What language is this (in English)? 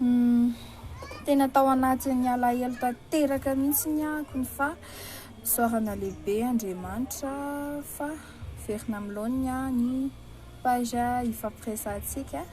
Malagasy